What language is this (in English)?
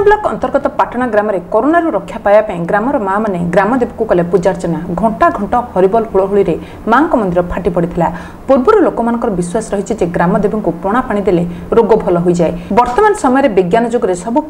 Odia